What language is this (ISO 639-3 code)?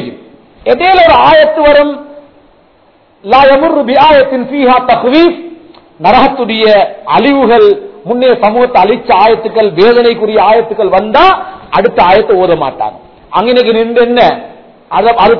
tam